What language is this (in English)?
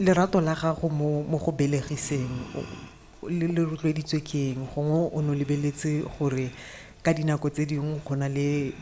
Tswana